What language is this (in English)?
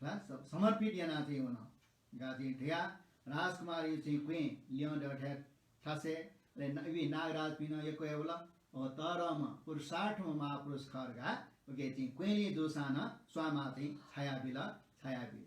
Newari